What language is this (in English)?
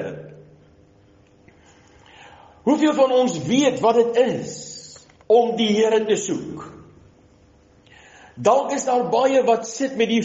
Afrikaans